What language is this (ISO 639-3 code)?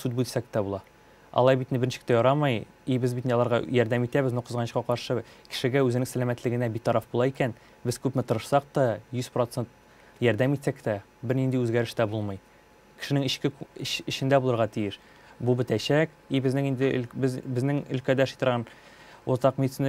tat